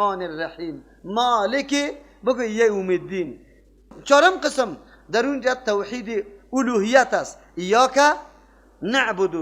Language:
Persian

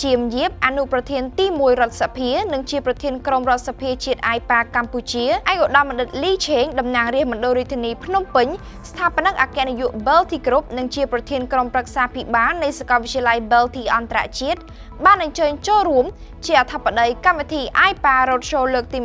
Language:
Khmer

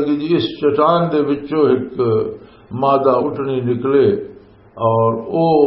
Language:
Western Panjabi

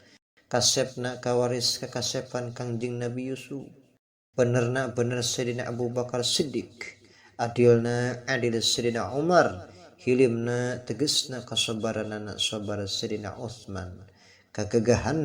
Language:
Sundanese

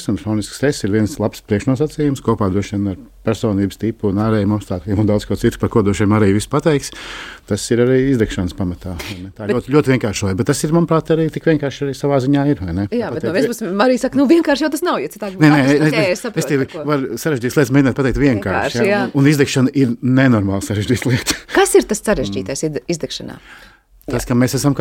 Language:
Latvian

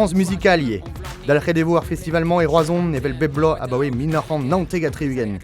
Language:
Breton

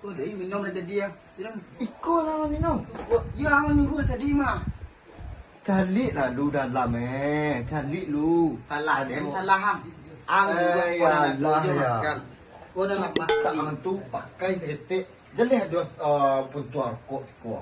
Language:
Minangkabau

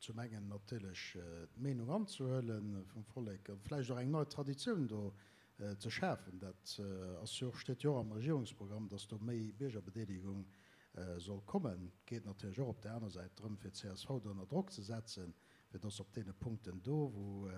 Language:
Luxembourgish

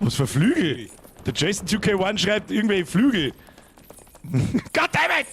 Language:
Bavarian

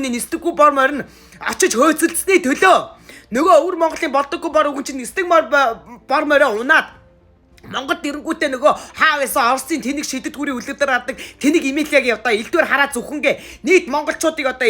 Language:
Mongolian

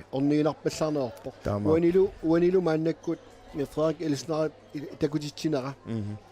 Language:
Kalaallisut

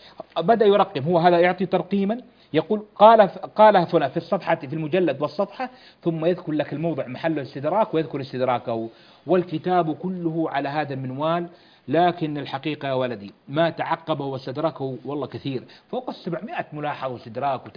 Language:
Arabic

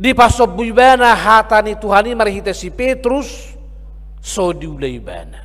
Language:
Batak Toba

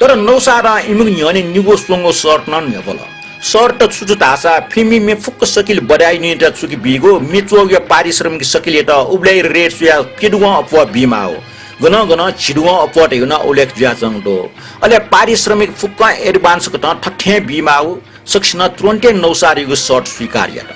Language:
Newari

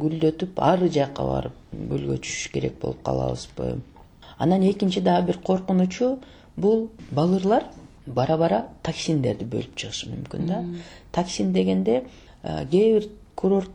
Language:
Kyrgyz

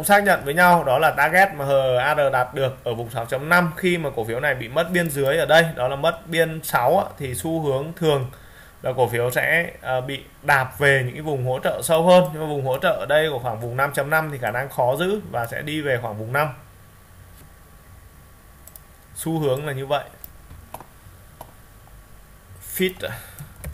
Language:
Vietnamese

